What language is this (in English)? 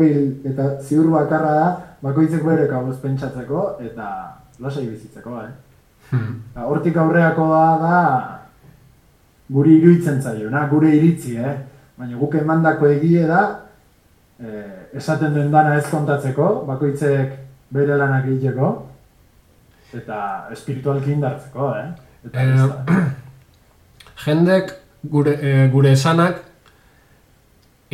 Basque